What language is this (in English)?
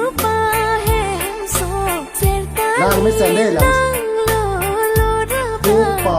Karbi